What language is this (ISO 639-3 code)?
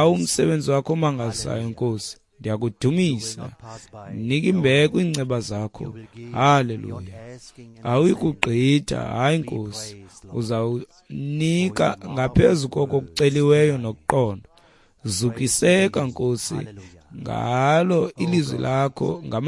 xho